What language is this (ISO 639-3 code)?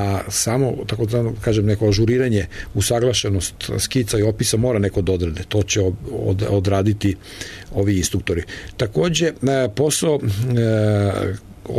srp